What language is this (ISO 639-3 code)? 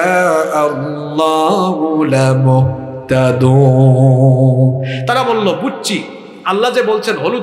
ben